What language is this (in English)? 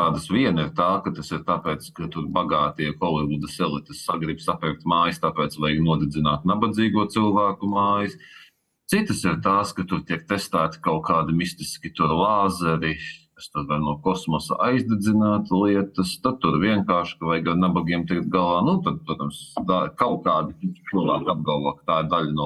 Latvian